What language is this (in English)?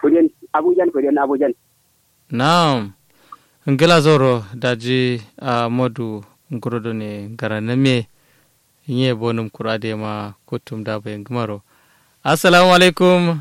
Kanuri